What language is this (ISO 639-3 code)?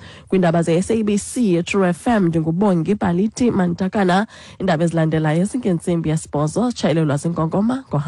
xho